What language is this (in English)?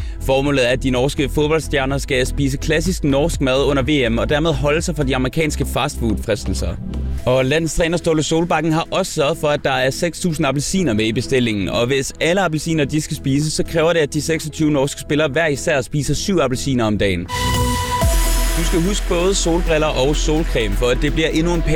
Danish